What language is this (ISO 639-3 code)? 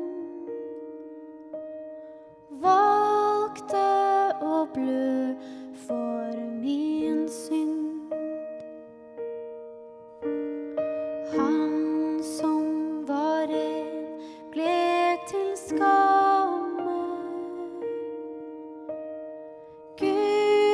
nor